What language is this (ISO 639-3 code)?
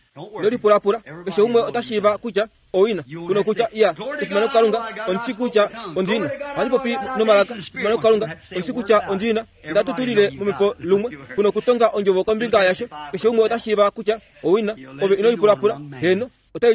kua